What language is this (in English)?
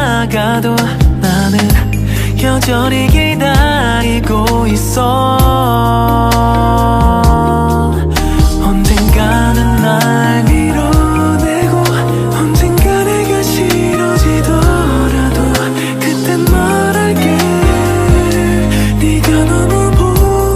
Korean